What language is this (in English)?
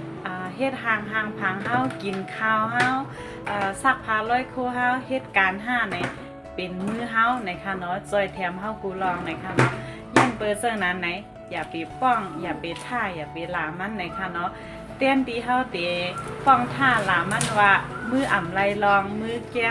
Shan